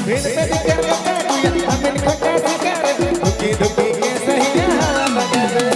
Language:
Sadri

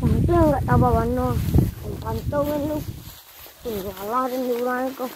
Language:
Minangkabau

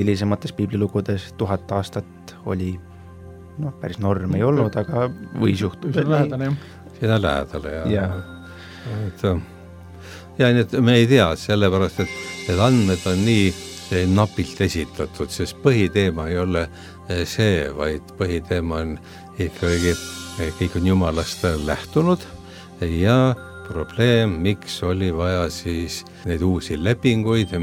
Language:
Estonian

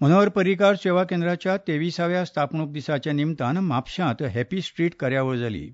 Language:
Konkani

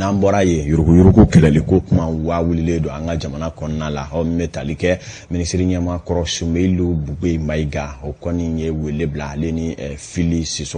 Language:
Bambara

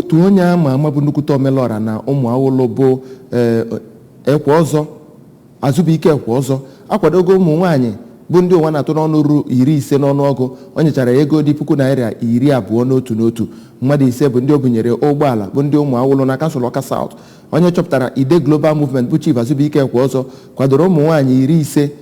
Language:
Igbo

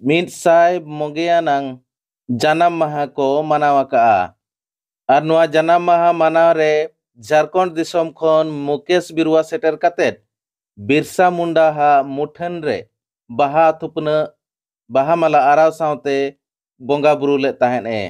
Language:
Santali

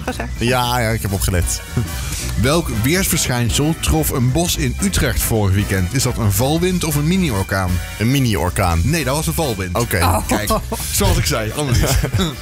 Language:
Dutch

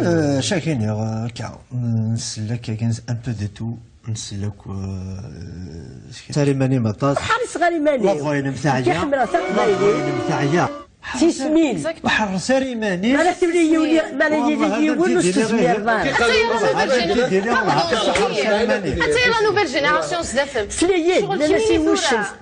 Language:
Kabyle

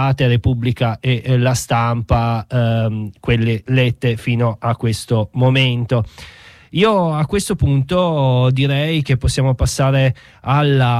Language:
Italian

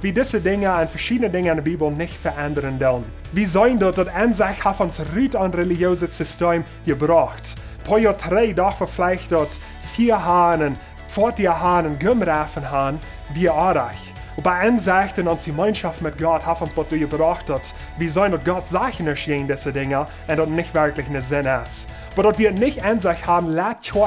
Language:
Plautdietsch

